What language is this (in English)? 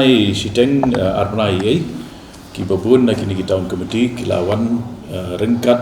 Khasi